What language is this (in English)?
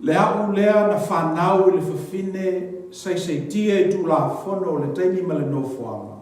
Samoan